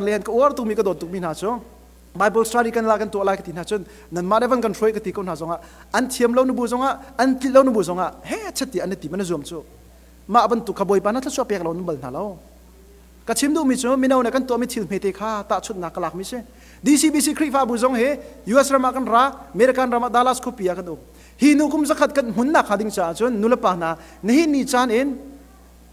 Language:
Hakha Chin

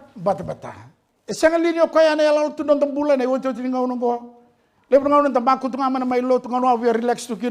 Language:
Fijian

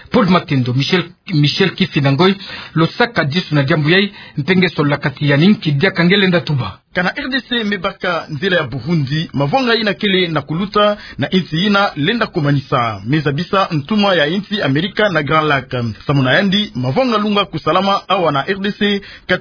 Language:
Kituba (Democratic Republic of Congo)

